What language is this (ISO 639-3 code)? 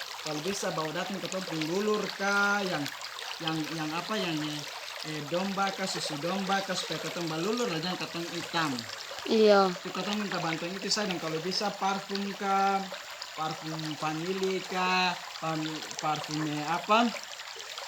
abs